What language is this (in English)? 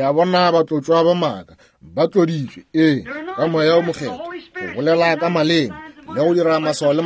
Northern Sotho